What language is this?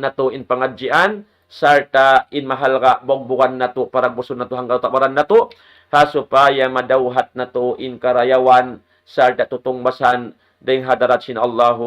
Tausug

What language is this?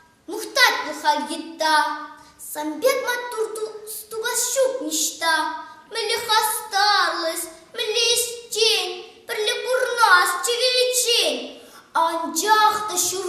Chuvash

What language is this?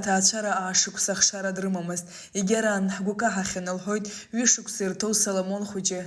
Abkhazian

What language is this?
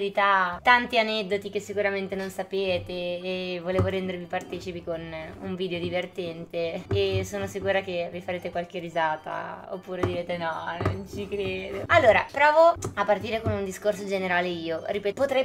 Italian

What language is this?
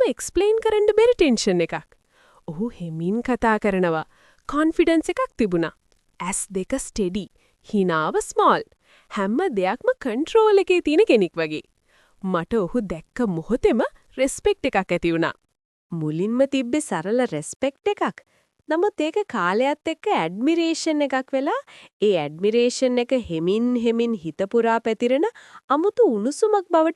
Sinhala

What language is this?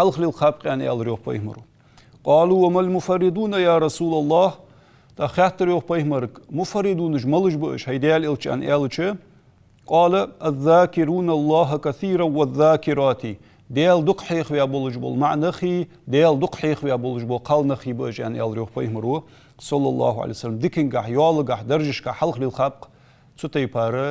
Ingush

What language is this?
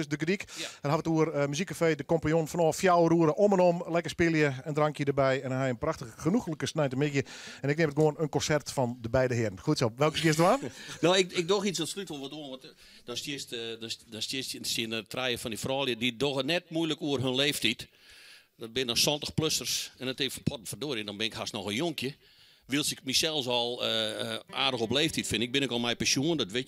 Western Frisian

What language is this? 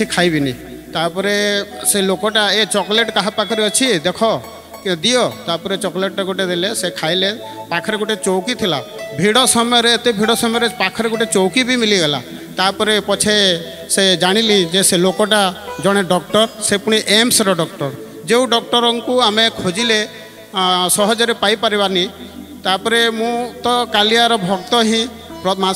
Odia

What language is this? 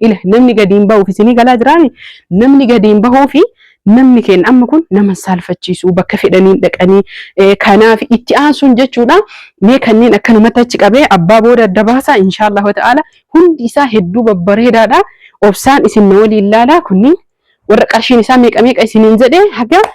Oromo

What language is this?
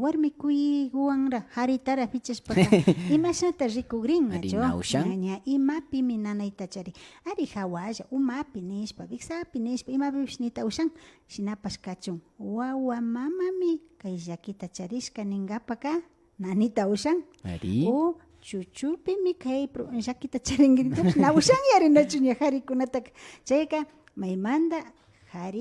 Imbabura Highland Quichua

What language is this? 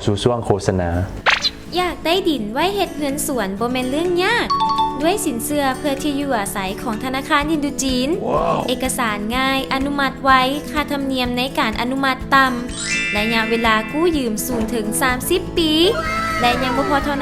Lao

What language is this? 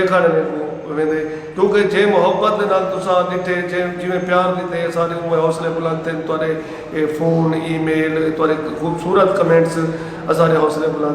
Saraiki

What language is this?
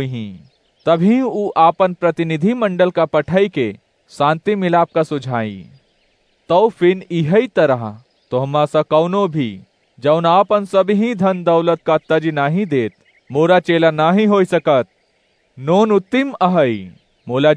Awadhi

